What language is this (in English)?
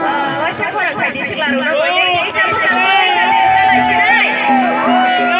Kok Borok